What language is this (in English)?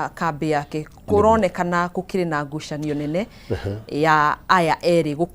Kikuyu